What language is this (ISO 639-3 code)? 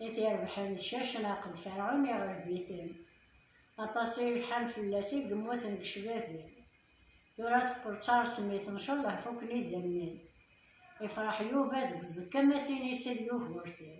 kab